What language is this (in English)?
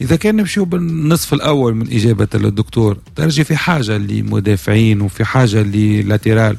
Tunisian Arabic